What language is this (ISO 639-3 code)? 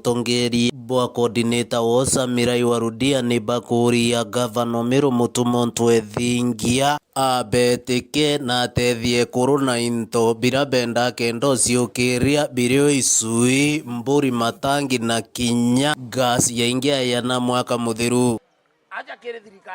mer